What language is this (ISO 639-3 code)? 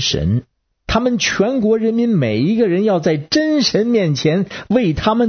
zho